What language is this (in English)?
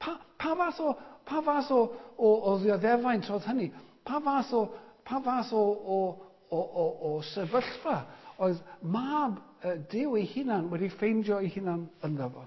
Welsh